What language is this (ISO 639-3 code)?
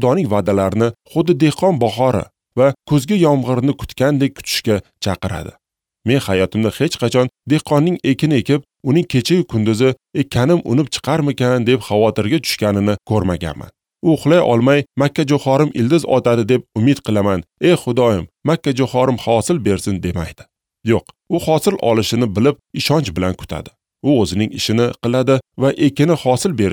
uzb